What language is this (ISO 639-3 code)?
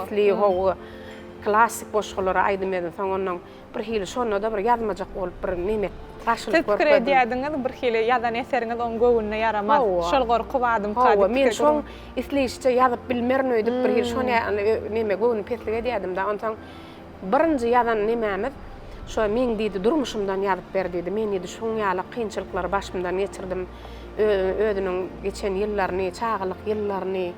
tuk